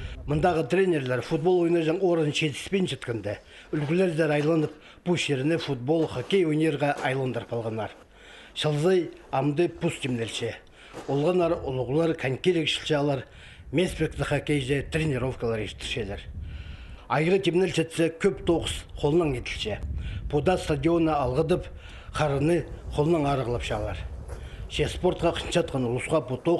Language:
Khakas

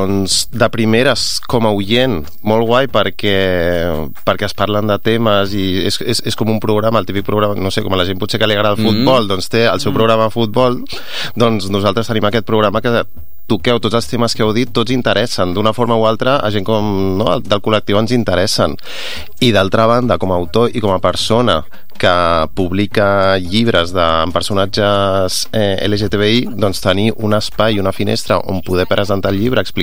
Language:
Catalan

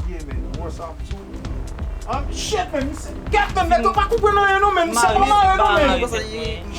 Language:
Haitian Creole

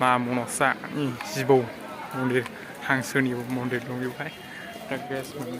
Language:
Bodo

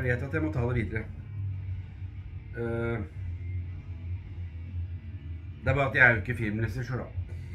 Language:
Norwegian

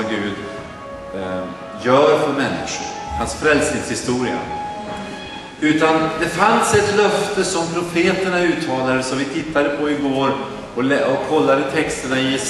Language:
Swedish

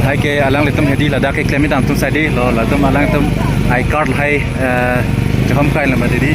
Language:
Karbi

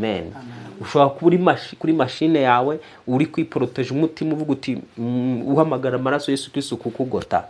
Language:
Kinyarwanda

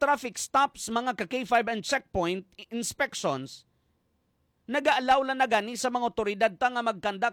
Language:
Hiligaynon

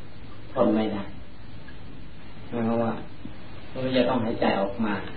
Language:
Thai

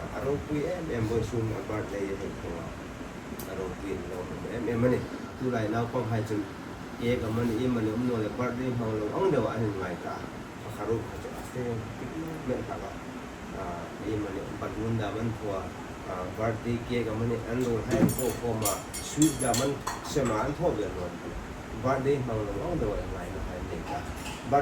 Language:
Hmar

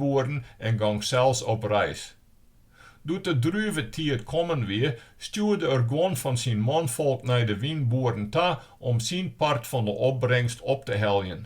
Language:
Western Frisian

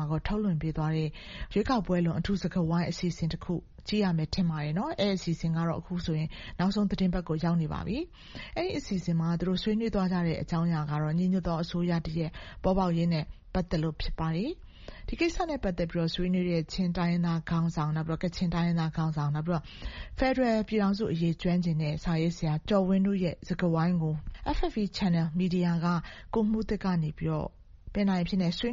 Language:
Burmese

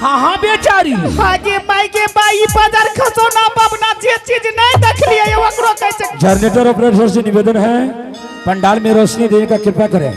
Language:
Angika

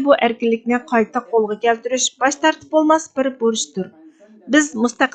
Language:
Uyghur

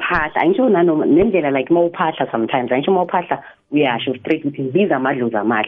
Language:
South Ndebele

